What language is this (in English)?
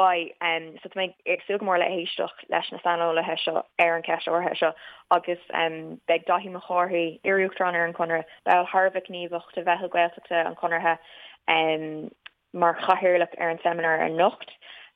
Irish